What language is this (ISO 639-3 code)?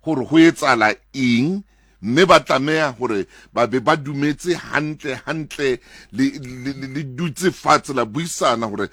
sot